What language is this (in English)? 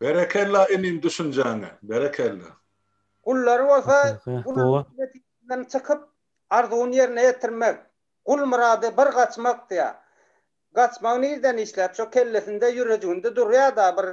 Turkmen